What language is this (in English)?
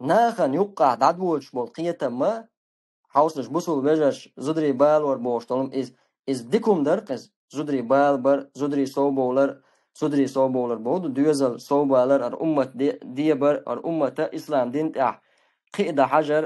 Chechen